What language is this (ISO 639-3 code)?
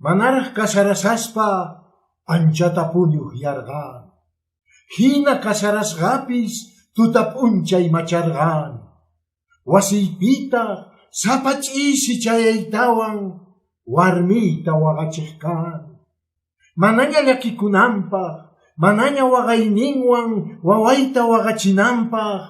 que